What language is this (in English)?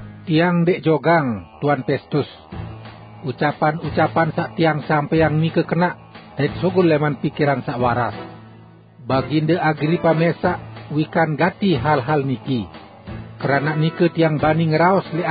Sasak